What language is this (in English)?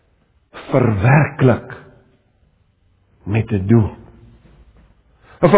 Afrikaans